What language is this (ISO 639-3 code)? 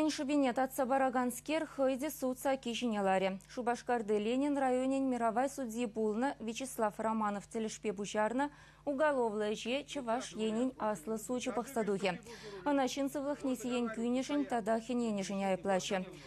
chv